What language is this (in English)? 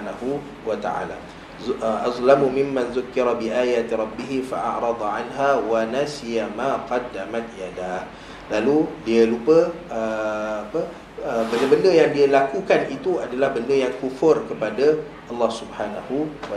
Malay